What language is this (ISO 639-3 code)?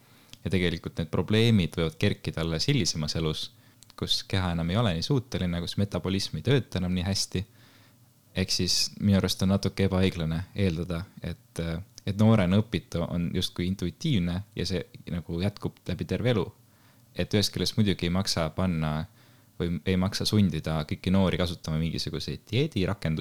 est